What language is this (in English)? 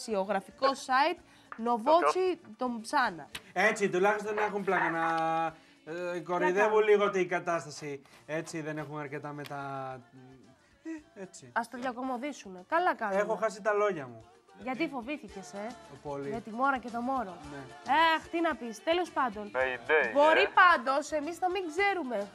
Greek